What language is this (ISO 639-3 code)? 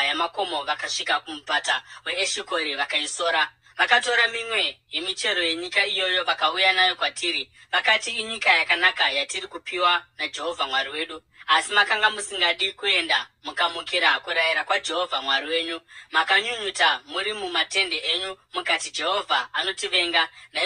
sna